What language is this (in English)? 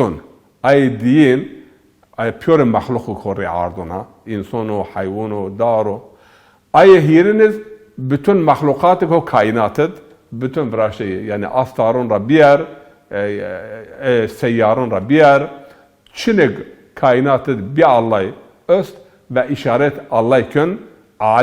Zaza